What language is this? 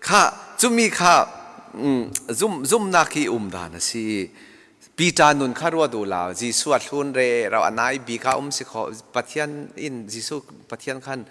Falam Chin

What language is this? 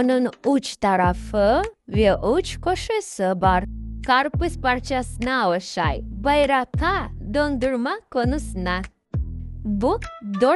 Crimean Tatar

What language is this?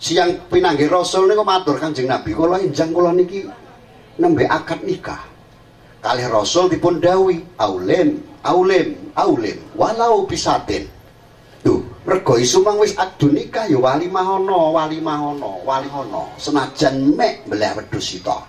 Javanese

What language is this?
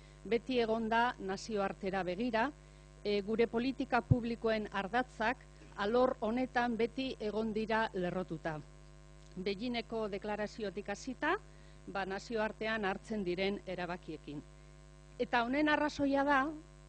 Basque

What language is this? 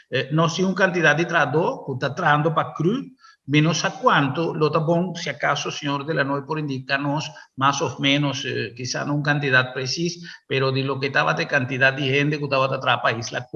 Papiamento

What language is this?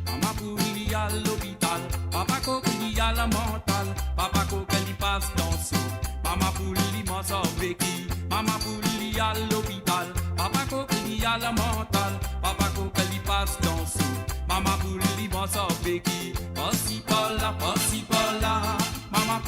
Morisyen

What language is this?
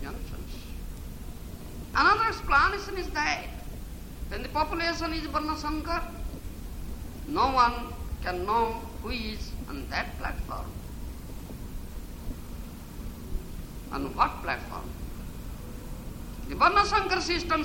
Odia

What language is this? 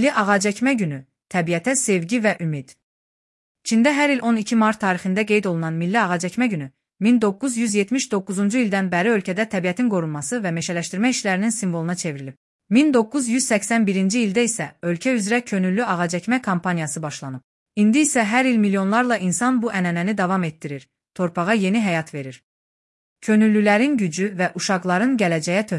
Azerbaijani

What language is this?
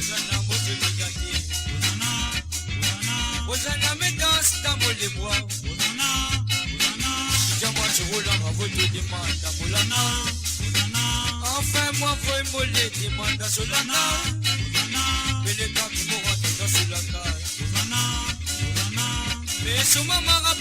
Morisyen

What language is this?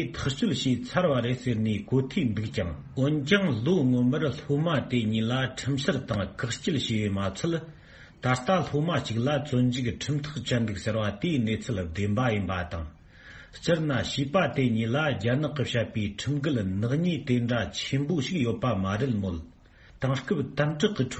Tibetan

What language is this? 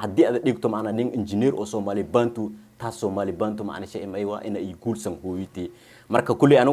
Somali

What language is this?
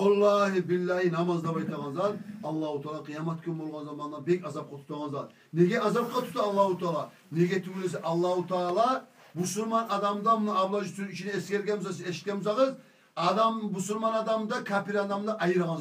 Kumyk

